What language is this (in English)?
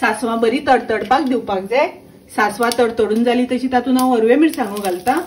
Konkani